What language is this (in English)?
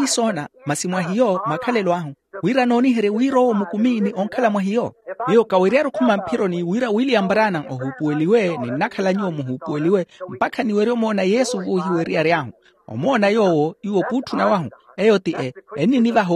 Makhuwa